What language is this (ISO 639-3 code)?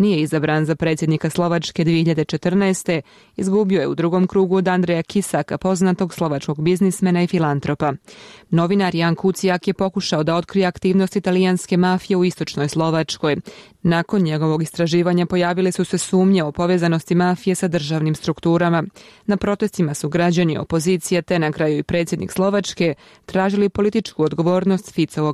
bos